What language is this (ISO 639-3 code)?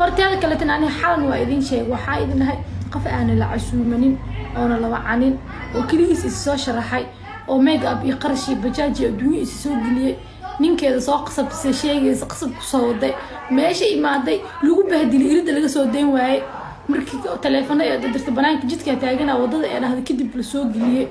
som